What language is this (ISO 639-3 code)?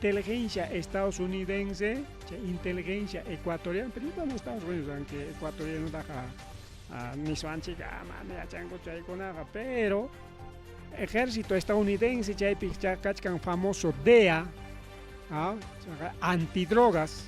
quy